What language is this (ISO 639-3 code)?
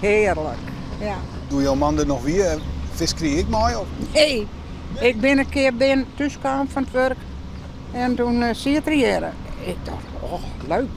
fry